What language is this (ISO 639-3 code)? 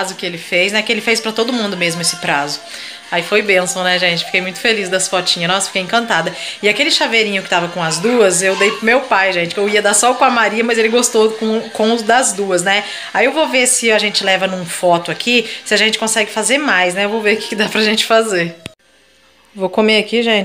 por